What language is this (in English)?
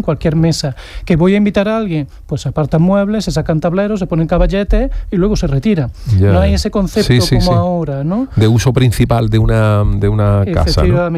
Spanish